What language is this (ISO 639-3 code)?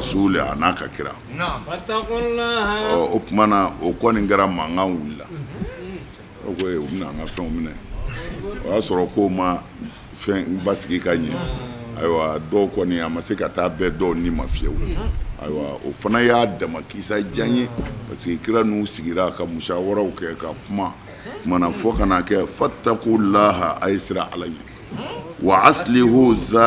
bam